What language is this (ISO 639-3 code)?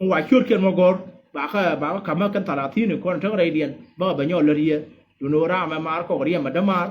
nus